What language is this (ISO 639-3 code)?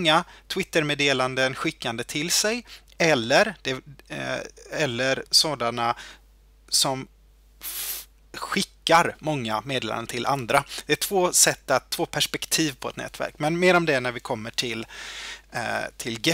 swe